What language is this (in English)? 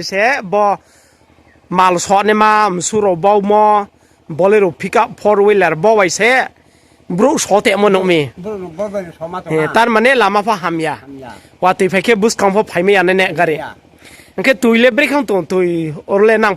Riang (India)